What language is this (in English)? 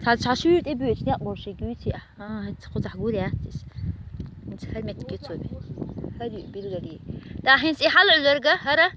Chechen